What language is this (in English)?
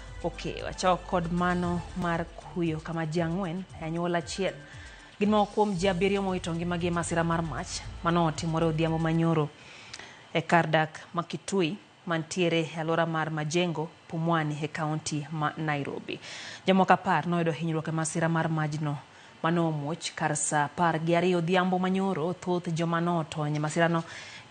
Luo (Kenya and Tanzania)